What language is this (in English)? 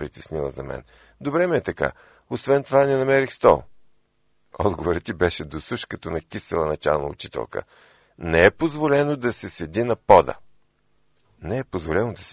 Bulgarian